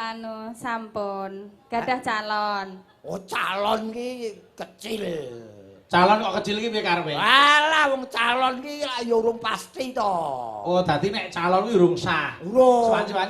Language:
Javanese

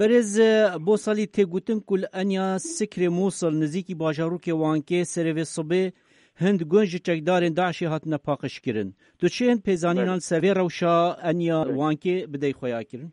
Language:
Kurdish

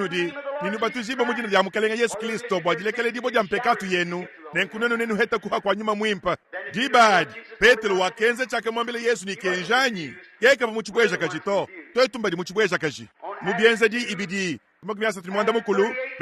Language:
Luba-Lulua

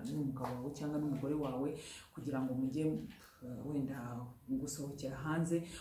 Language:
Kinyarwanda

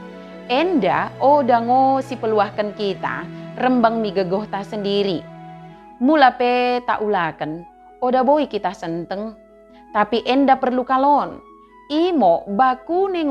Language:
Batak Dairi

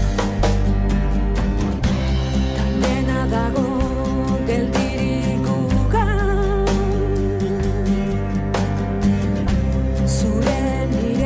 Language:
Basque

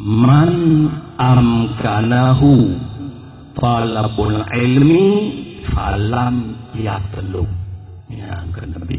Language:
Achinese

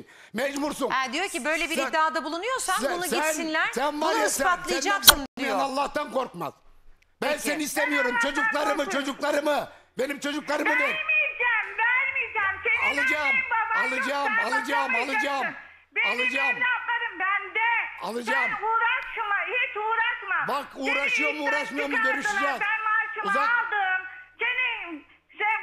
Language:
Turkish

